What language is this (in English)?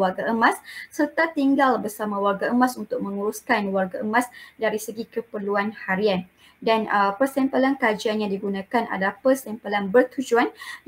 Malay